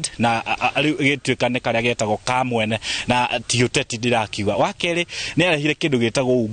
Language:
Kikuyu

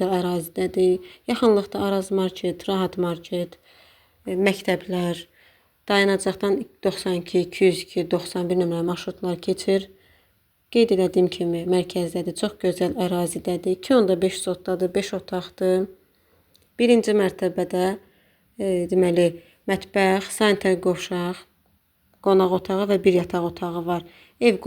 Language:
Azerbaijani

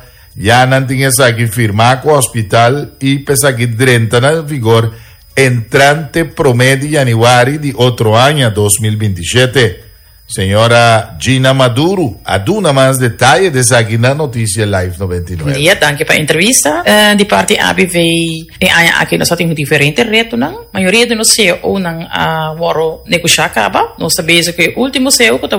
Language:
Papiamento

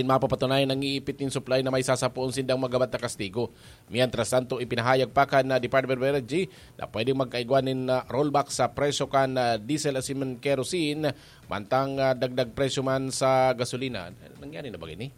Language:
Bikol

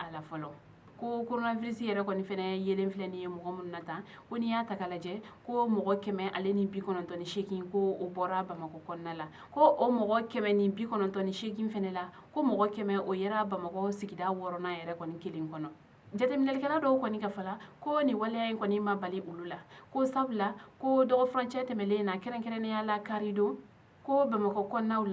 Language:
Bambara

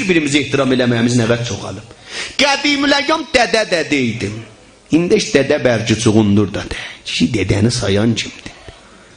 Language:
South Azerbaijani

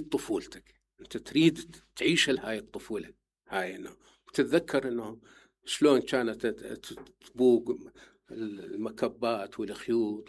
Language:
Mesopotamian Arabic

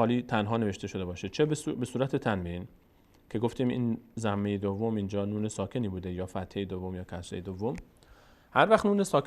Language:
Persian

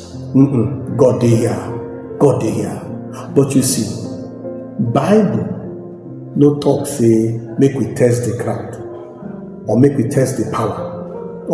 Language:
Nigerian Pidgin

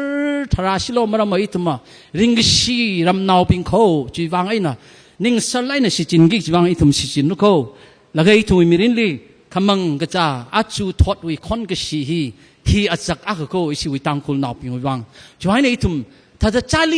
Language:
Tangkhul Naga (India)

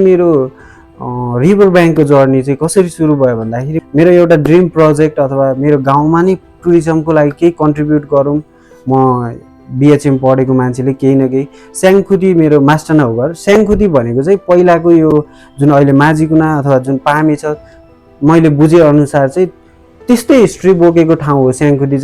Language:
Nepali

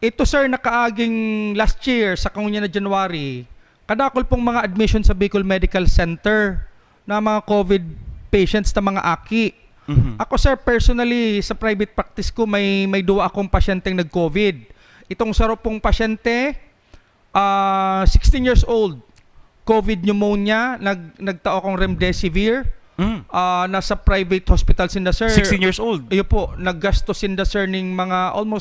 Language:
Bikol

